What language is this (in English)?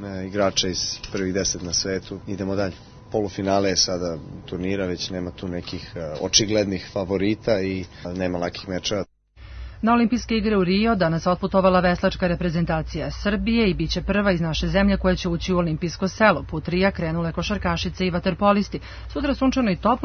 Serbian